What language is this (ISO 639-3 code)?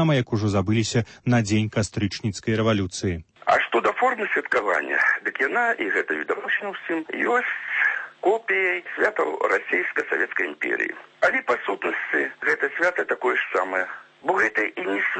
bel